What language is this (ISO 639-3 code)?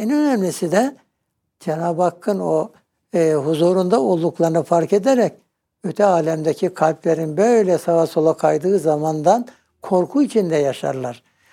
tur